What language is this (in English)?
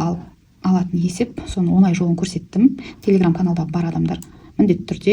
Kazakh